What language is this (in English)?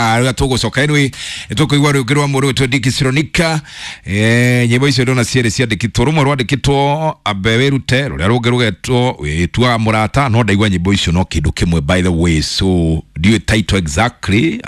Kikuyu